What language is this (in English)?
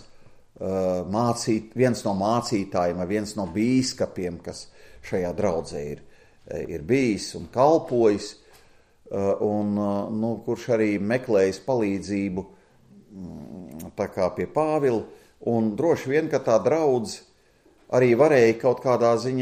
Latvian